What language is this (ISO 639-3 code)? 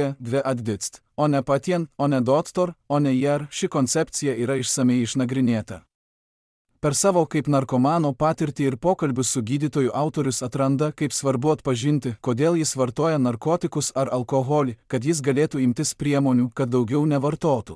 lit